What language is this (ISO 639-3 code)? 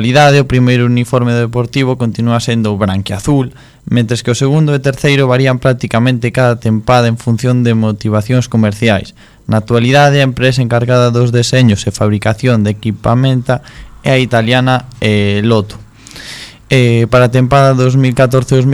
glg